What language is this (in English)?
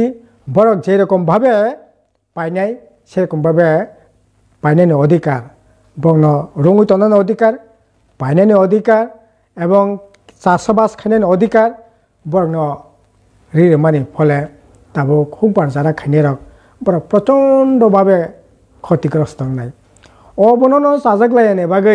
Kok Borok